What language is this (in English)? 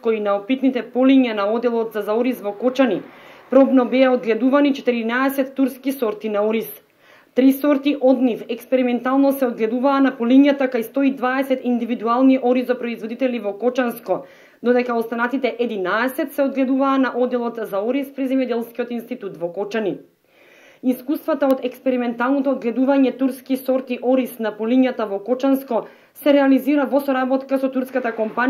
Macedonian